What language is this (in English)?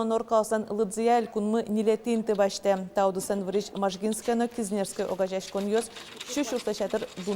Udmurt